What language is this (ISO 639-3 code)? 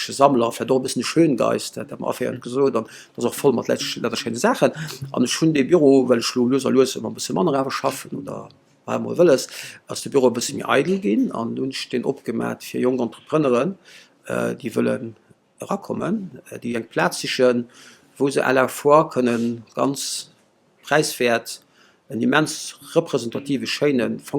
ltz